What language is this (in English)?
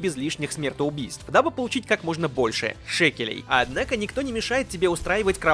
Russian